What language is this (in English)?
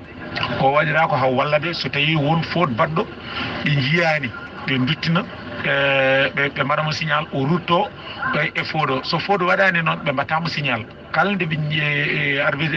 Fula